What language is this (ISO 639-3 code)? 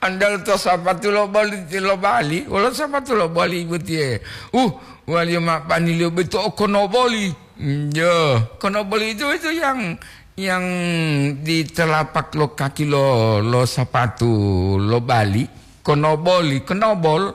gor